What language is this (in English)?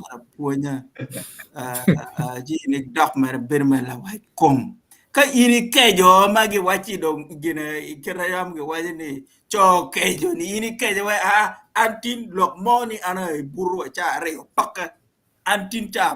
Acoli